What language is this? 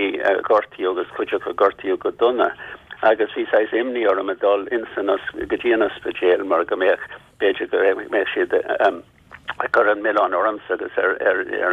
Irish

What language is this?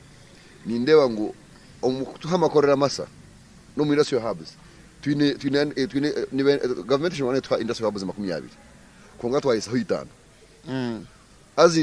Nyankole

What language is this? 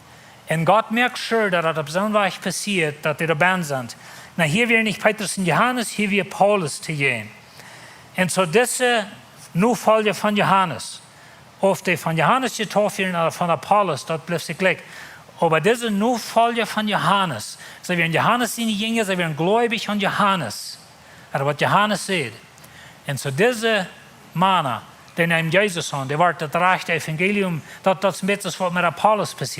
Plautdietsch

